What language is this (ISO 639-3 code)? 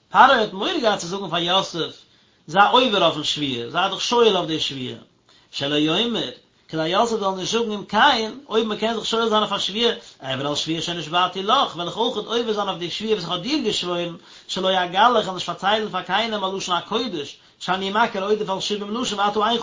yid